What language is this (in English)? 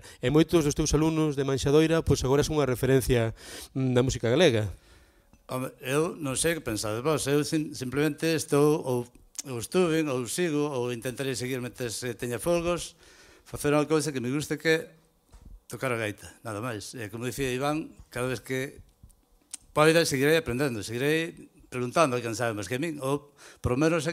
Galician